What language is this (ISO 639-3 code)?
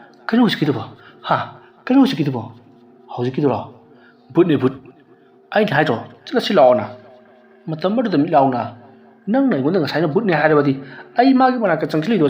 mni